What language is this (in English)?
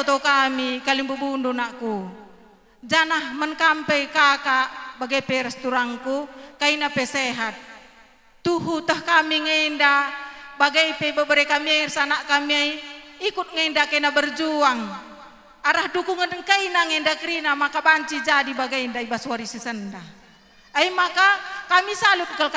Batak Karo